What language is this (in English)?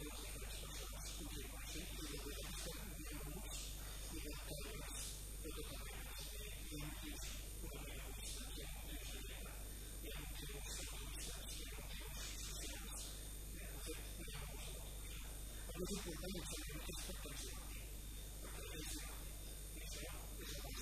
Catalan